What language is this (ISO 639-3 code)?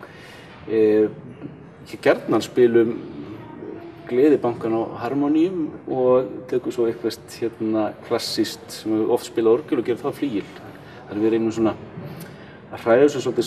isl